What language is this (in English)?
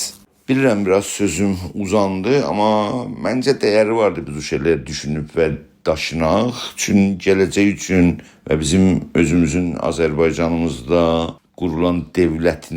South Azerbaijani